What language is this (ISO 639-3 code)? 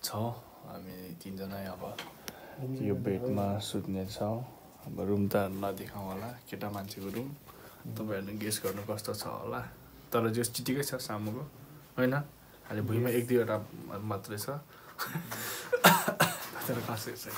nep